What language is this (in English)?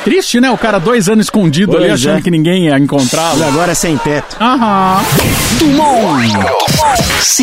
Portuguese